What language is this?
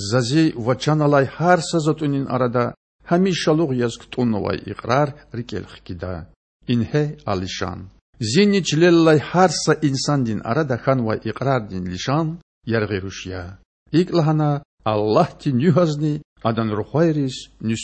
Lezghian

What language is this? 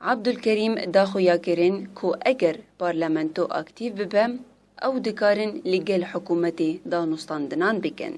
Kurdish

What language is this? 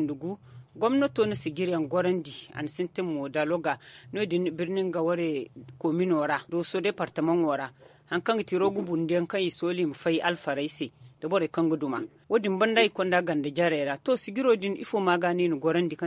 Zarma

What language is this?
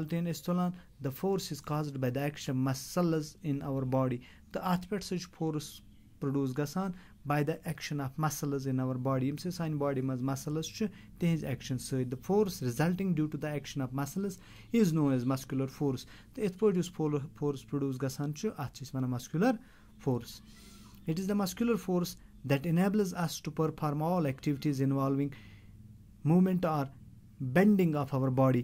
Kashmiri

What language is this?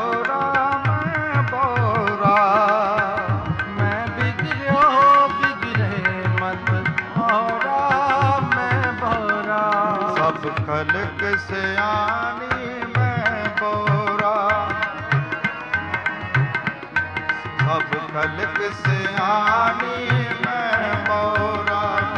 Punjabi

